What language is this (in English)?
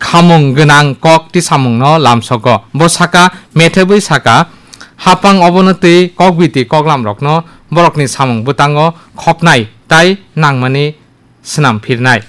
Kok Borok